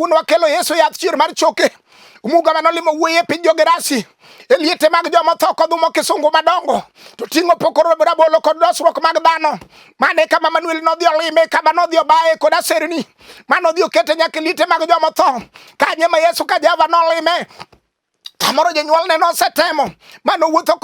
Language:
Luo (Kenya and Tanzania)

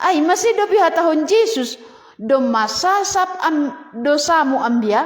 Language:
Batak Simalungun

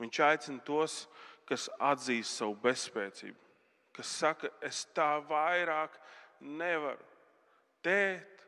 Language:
Latvian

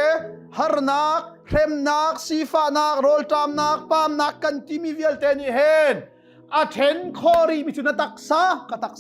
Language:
Hakha Chin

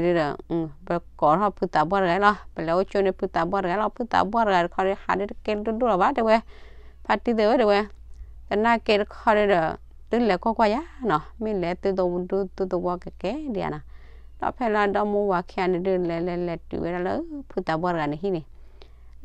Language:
S'gaw Karen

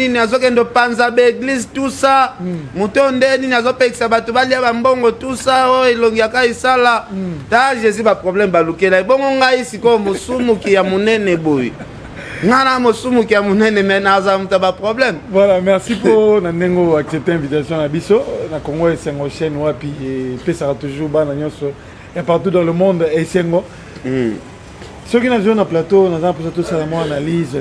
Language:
Lingala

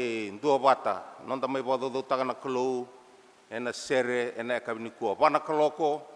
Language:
Fijian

